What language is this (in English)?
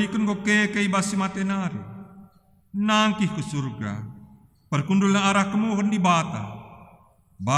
Batak Karo